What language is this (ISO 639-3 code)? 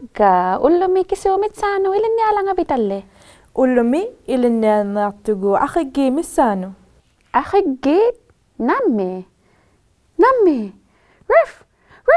iku